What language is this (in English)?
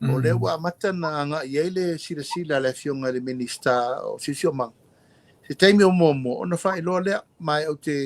Samoan